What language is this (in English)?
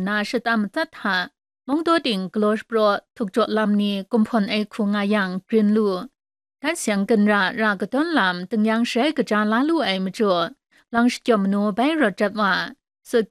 Kachin